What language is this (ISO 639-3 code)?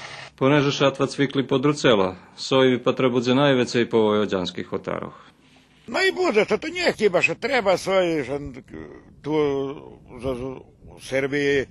rue